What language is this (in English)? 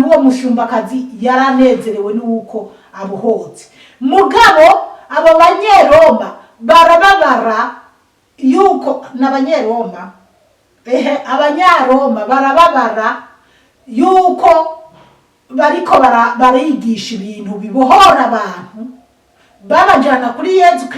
Rundi